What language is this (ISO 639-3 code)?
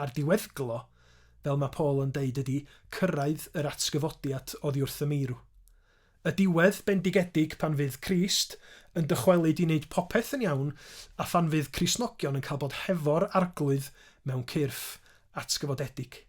cym